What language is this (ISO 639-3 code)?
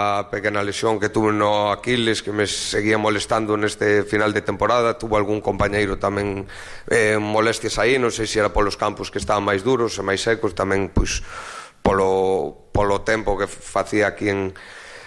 glg